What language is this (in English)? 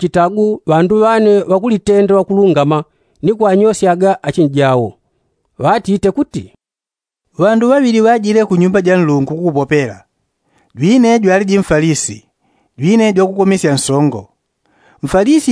Yao